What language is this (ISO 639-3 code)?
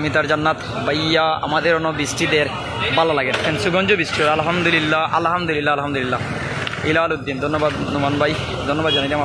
syl